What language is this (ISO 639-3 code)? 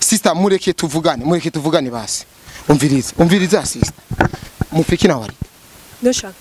run